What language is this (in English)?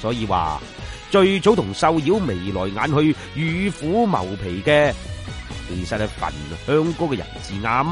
Cantonese